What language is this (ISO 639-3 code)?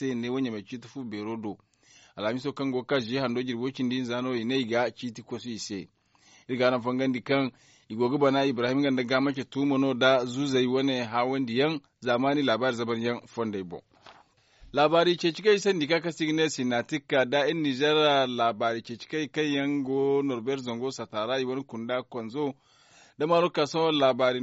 dje